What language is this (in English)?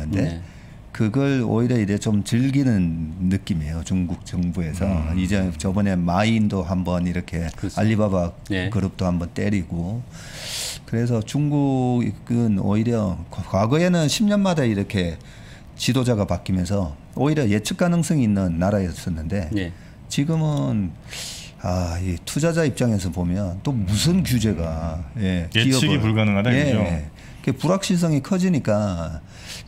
Korean